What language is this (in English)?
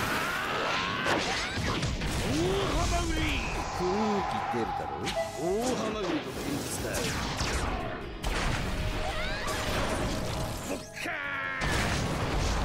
Japanese